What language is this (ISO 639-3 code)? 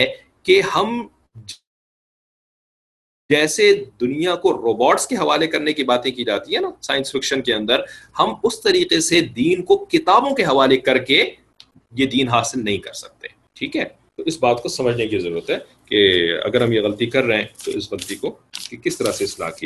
urd